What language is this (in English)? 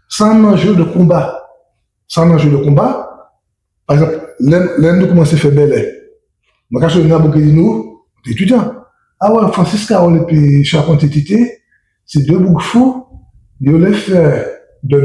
Guadeloupean Creole French